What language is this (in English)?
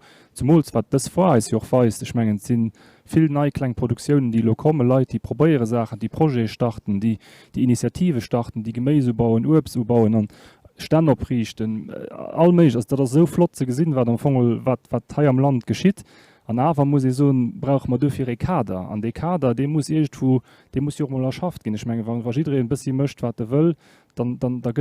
Luxembourgish